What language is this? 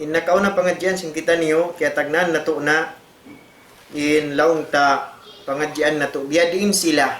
Tausug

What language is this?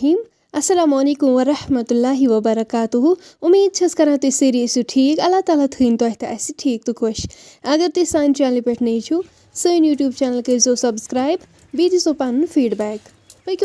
Kashmiri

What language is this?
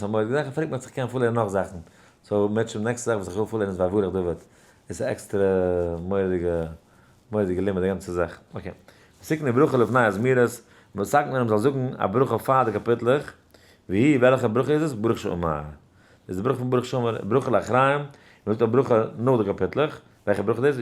Yiddish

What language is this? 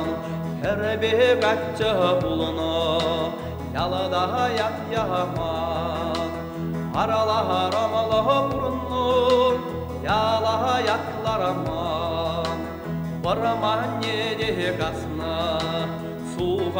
Chuvash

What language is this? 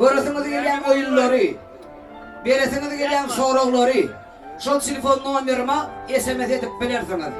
Turkmen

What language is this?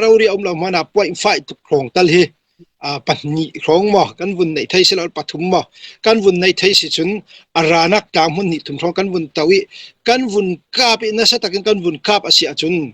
Falam Chin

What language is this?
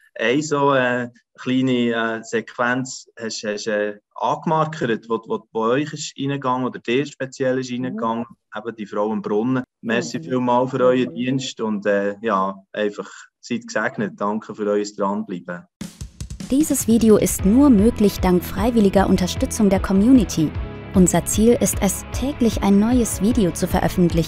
Swiss German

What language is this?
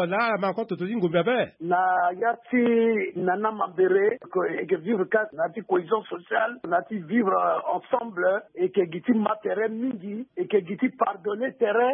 Sango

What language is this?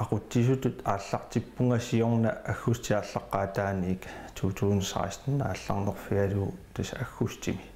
Kalaallisut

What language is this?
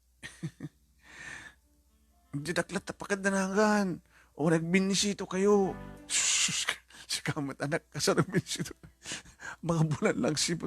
Iloko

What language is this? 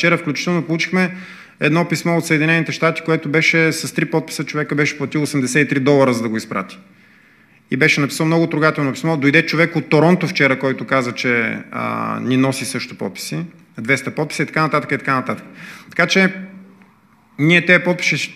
Bulgarian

